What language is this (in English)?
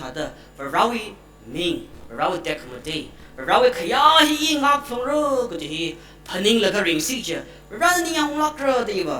Tangkhul Naga (India)